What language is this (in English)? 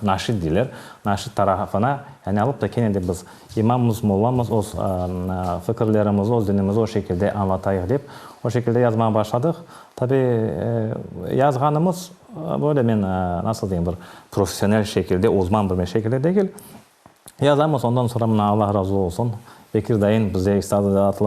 Crimean Tatar